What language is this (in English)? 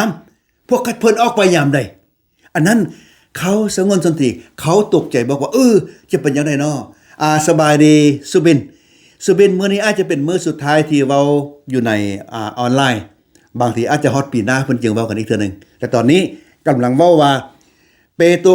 Lao